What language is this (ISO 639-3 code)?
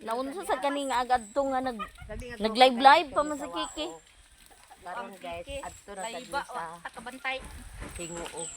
ceb